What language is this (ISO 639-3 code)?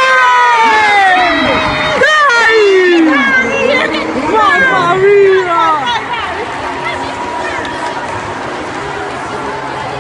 ita